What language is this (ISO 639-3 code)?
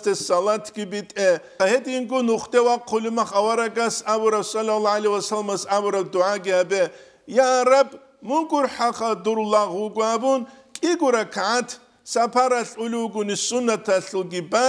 ava